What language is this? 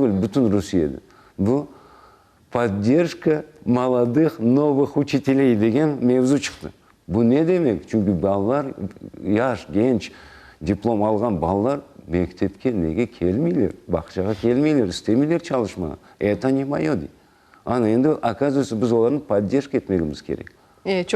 Crimean Tatar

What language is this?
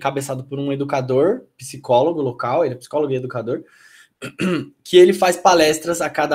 Portuguese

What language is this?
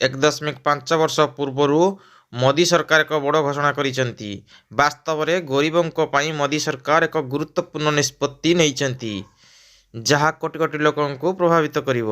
Odia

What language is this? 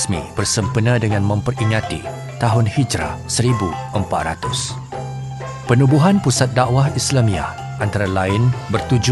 Malay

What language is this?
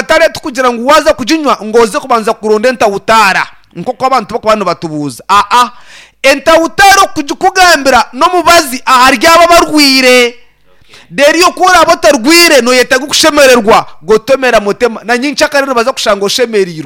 Nyankole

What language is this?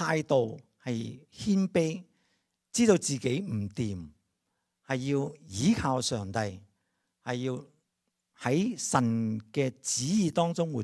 Cantonese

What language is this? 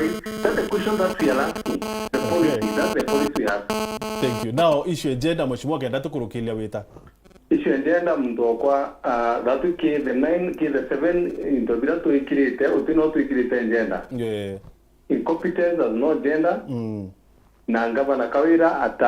Meru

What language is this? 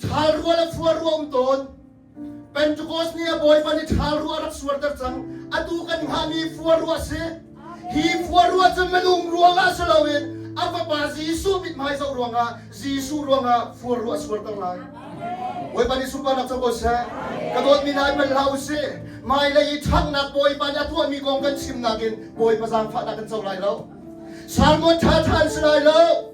Hakha Chin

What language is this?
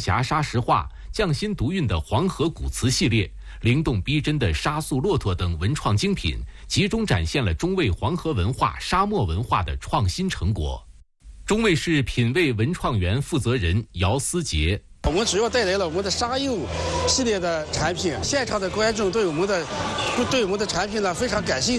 Chinese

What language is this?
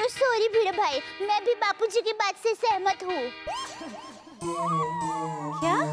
Hindi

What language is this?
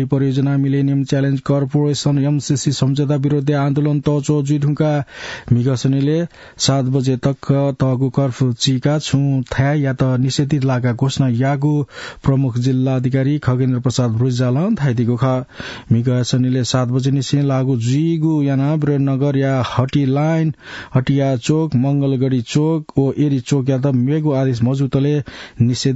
Newari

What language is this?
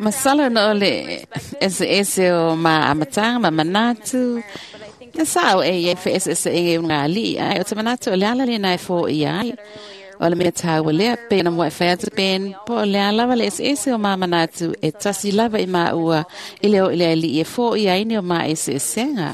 Samoan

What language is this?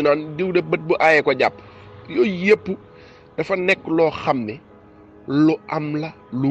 Wolof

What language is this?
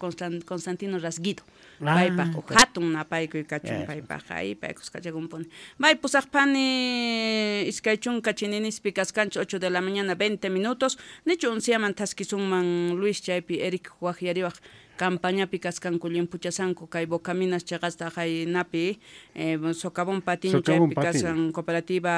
South Bolivian Quechua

